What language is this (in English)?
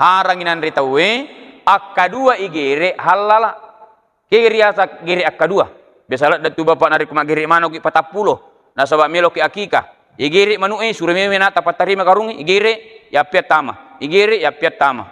Buginese